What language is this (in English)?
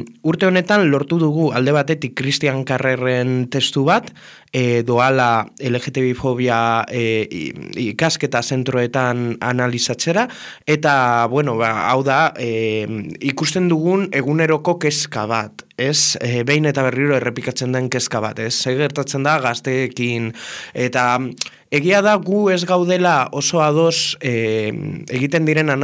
Basque